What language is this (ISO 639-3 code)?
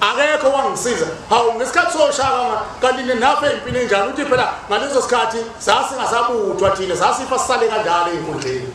zul